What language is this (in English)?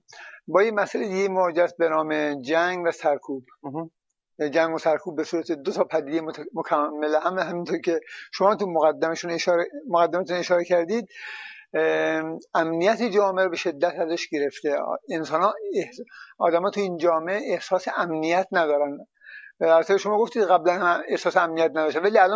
Persian